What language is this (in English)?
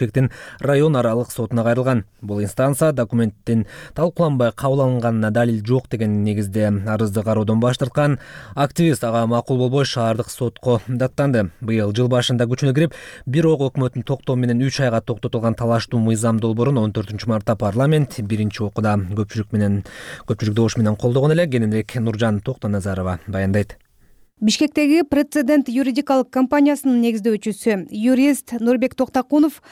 Kyrgyz